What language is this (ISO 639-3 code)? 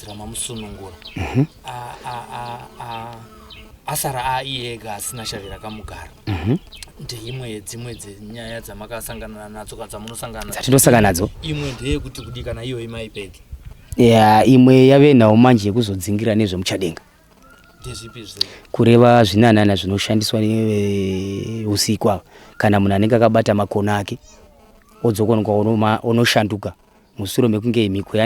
sna